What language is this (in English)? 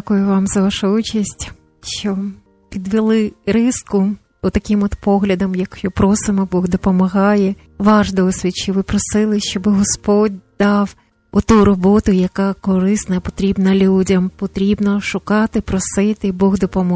Ukrainian